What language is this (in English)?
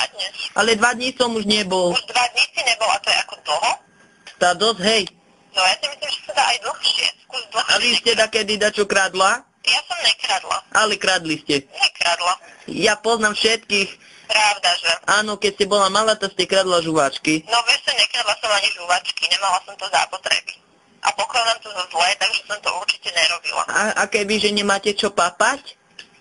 Slovak